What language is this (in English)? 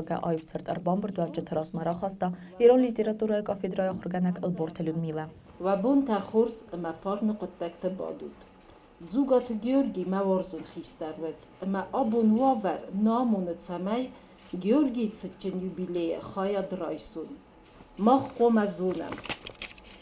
Ossetic